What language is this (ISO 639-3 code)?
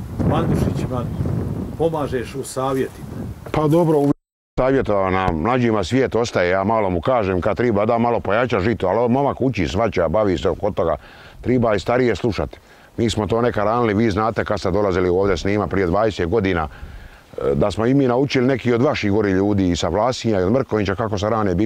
hrv